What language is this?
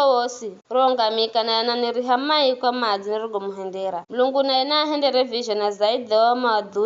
Giryama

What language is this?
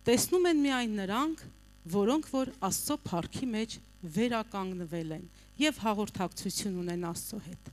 Armenian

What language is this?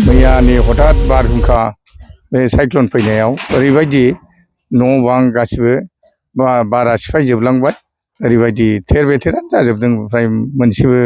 Bodo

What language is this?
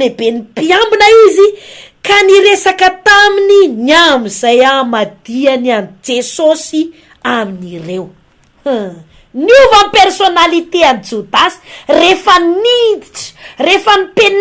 Malagasy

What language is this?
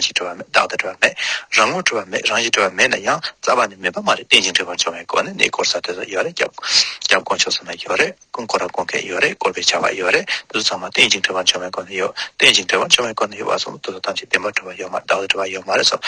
Tibetan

